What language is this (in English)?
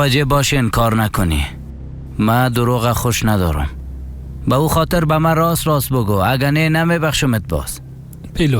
Persian